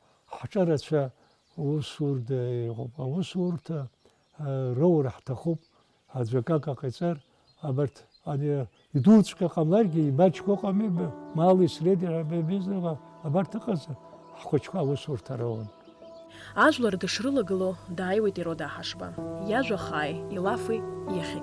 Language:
Abkhazian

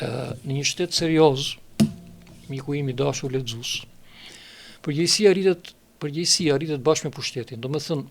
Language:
Albanian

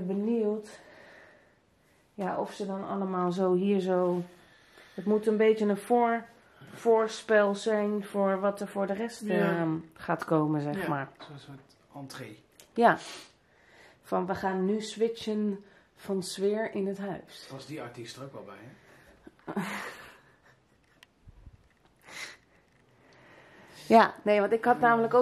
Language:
Dutch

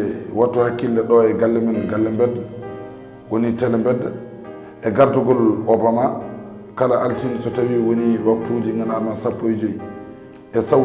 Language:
Fula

